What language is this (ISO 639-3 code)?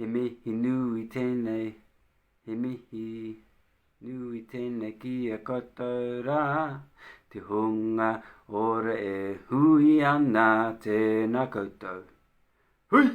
mri